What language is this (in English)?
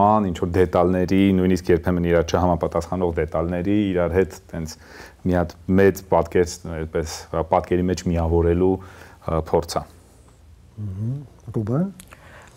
Armenian